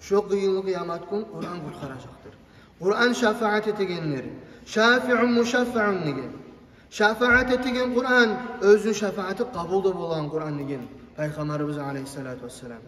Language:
Kumyk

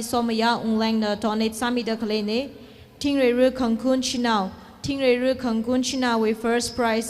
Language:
Tangkhul Naga (India)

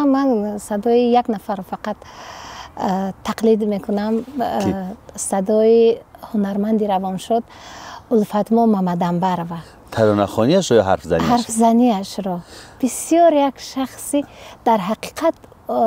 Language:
Tajik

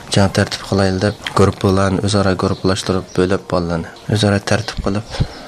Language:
Uyghur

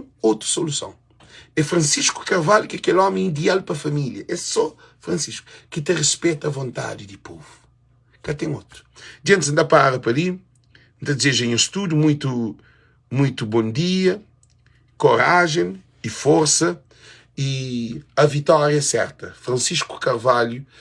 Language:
Kabuverdianu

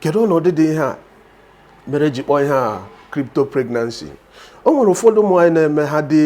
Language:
Igbo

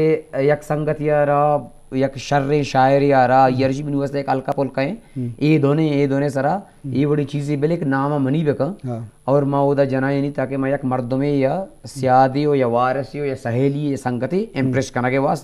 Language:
Eastern Balochi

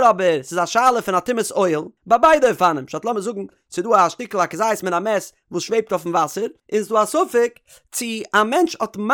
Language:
Yiddish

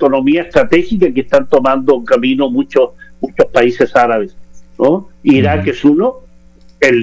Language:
Spanish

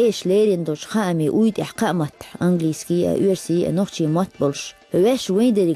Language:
Chechen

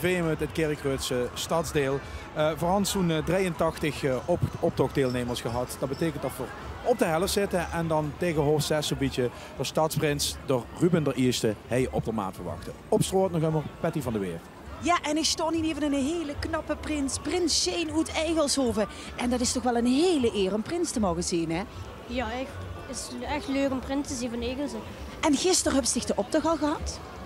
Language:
Limburgish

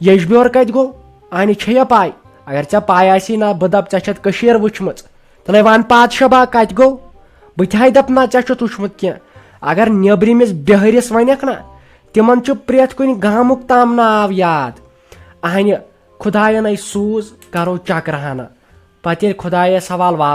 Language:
Kashmiri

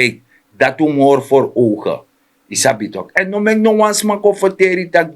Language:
Sranan Tongo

